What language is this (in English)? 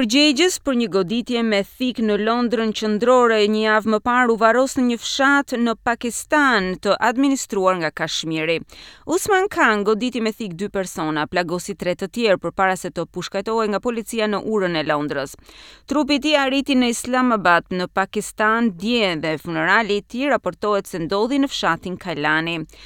Albanian